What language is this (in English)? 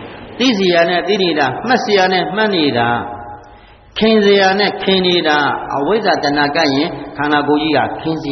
Burmese